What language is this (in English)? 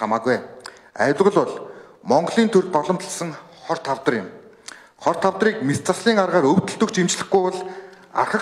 Mongolian